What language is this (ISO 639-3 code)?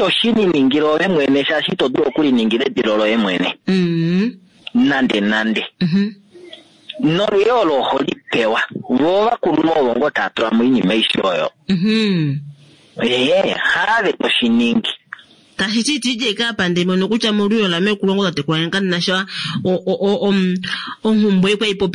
kua